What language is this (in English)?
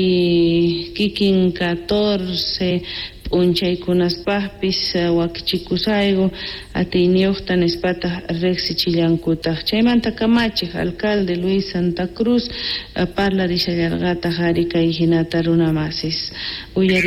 South Bolivian Quechua